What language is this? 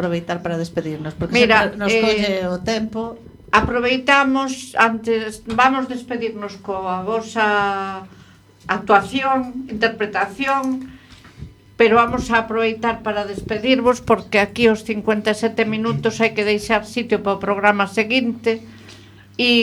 Galician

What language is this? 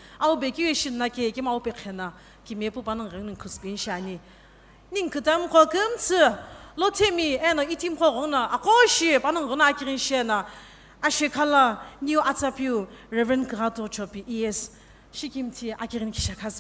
Sumi Naga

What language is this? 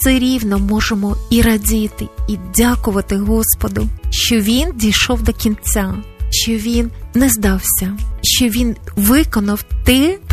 Ukrainian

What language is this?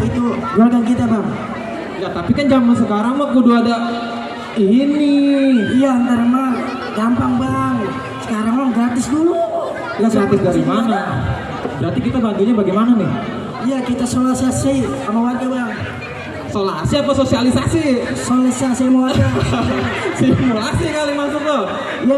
Betawi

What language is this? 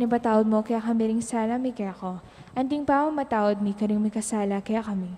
Pampanga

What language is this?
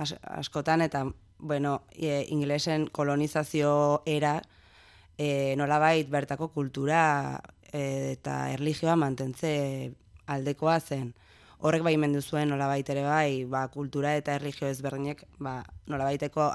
Basque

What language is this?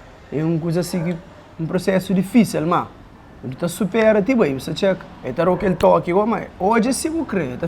Kabuverdianu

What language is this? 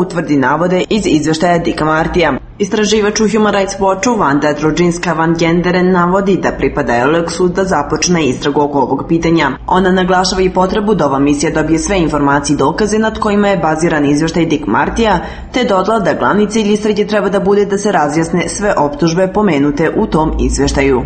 Serbian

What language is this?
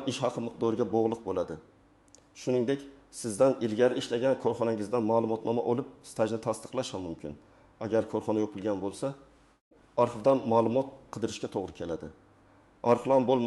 Uzbek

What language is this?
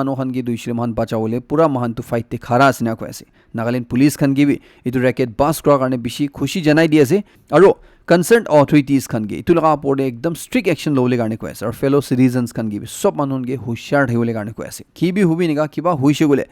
Naga Pidgin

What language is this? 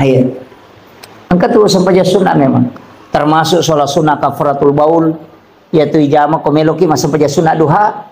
Buginese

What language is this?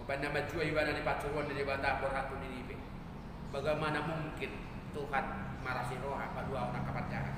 Batak Toba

